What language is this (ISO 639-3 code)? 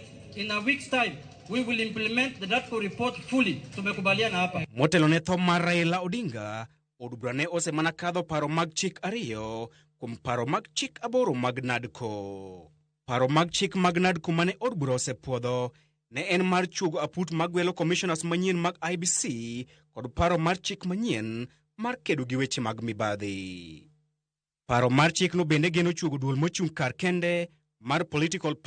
luo